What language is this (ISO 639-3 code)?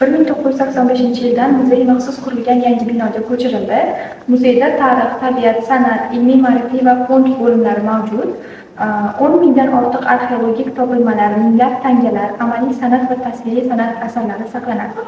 uzb